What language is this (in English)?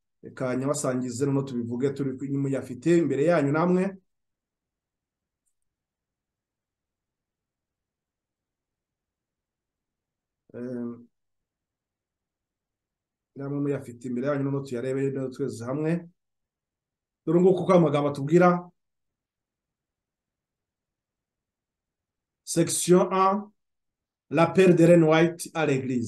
Kinyarwanda